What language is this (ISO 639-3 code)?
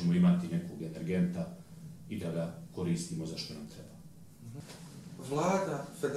bos